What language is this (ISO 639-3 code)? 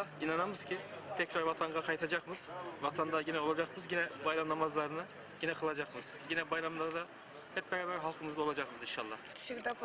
crh